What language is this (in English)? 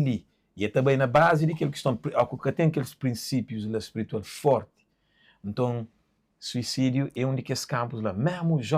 Kabuverdianu